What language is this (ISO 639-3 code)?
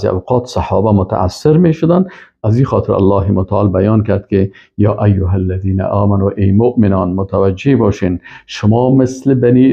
fas